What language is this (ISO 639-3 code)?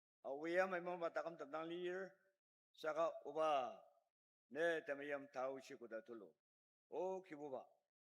njo